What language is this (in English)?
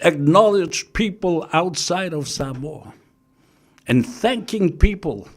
Samoan